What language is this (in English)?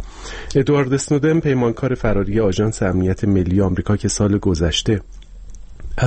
Persian